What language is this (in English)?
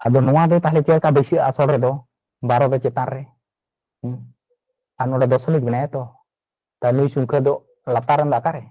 Santali